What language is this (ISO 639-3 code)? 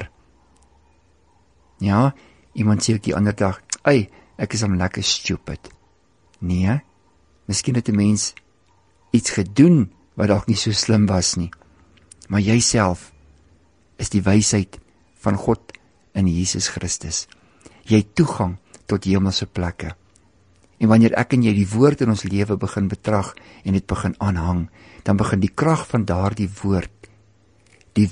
afr